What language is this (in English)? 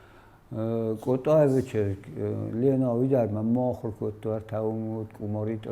Ossetic